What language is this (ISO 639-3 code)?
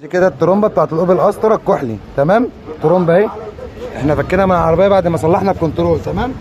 arz